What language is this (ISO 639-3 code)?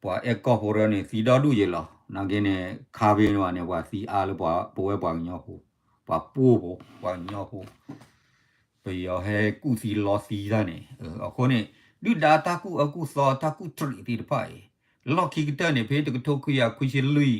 ksw